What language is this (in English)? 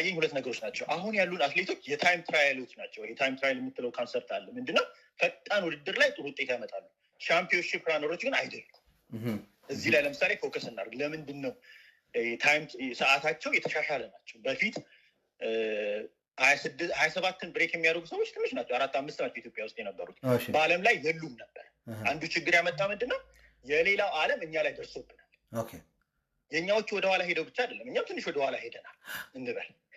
Amharic